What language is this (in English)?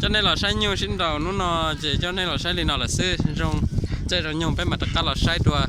Hmong